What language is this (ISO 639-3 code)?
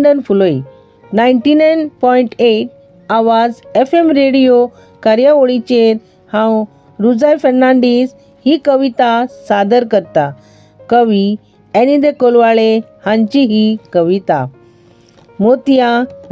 kok